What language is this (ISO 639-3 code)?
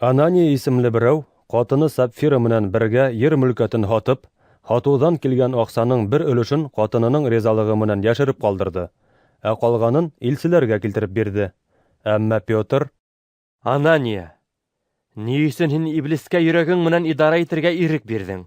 bak